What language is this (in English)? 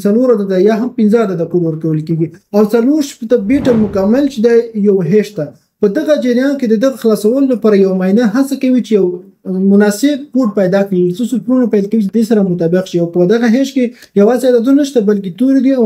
Pashto